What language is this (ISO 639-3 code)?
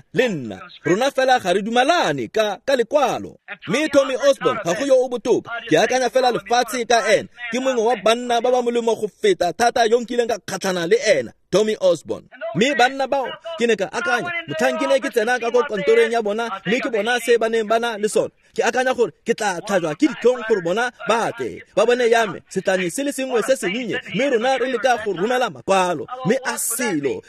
tsn